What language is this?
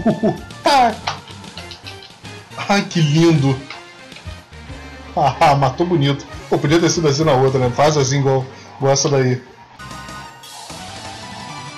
Portuguese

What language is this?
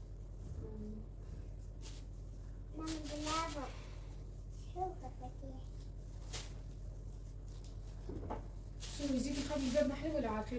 Tunisian Arabic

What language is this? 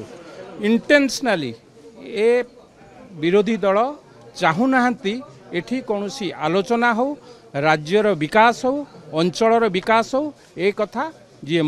Odia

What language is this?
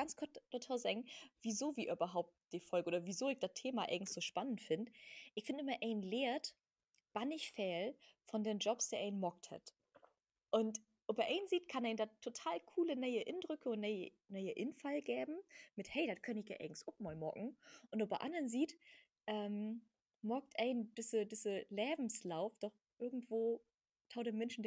Low German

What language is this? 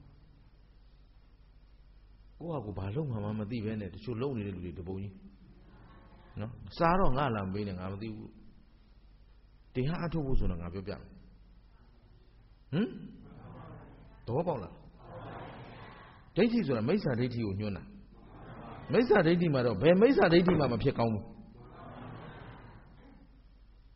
Burmese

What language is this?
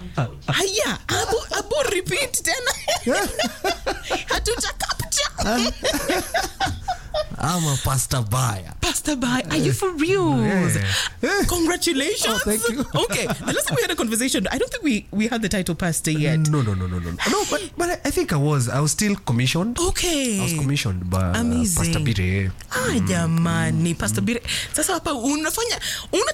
Swahili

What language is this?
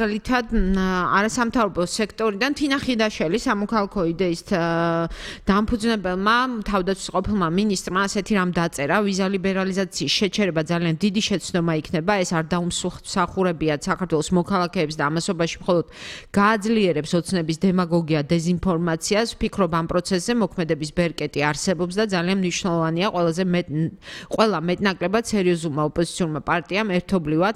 Georgian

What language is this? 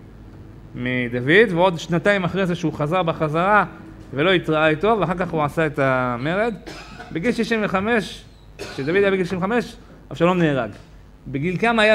Hebrew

